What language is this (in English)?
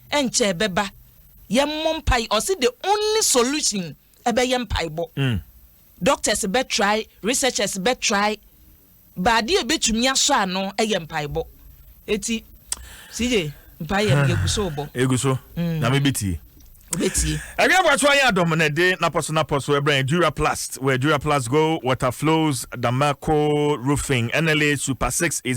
Akan